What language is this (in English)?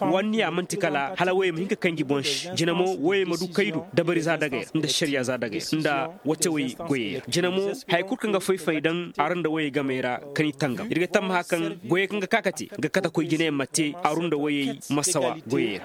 Koyraboro Senni